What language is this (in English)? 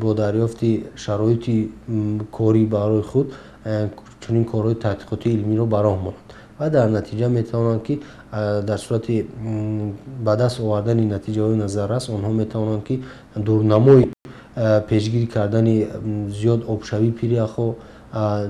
Tajik